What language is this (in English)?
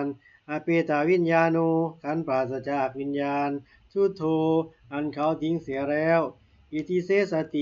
Pali